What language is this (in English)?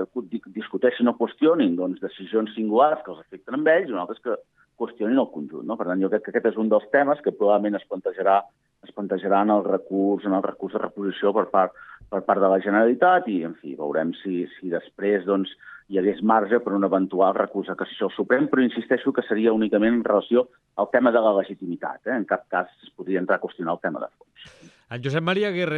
Catalan